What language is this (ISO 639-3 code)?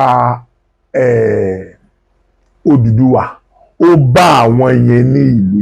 yor